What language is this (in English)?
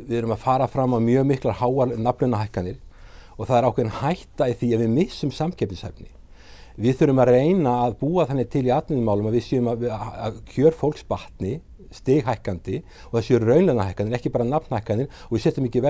Icelandic